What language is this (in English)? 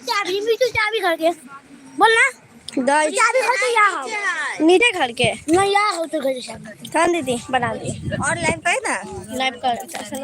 Maithili